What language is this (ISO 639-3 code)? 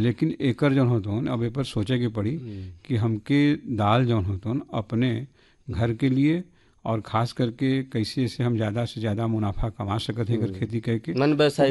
bho